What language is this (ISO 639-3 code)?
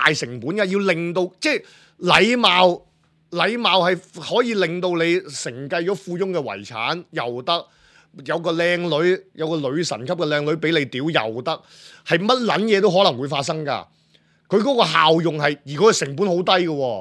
yue